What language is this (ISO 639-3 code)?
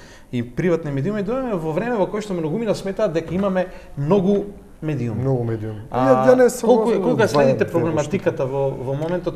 mkd